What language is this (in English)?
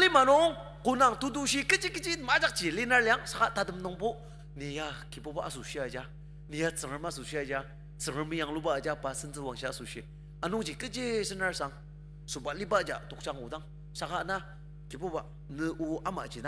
Ao Naga